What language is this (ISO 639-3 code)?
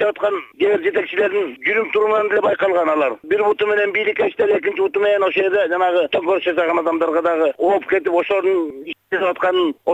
kir